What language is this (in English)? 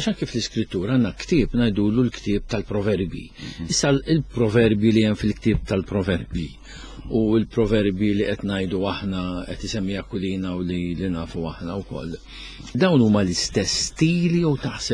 Maltese